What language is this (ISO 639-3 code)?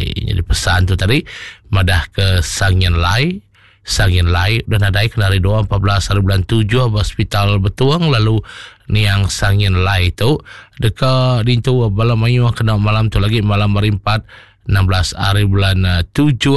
iba